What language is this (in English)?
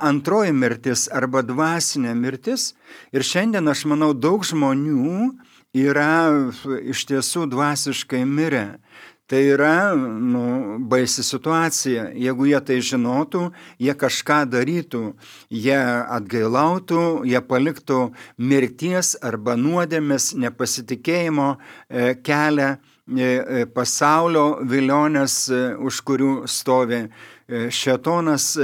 Lithuanian